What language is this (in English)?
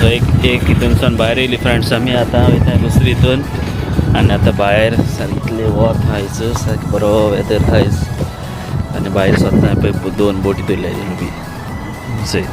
Konkani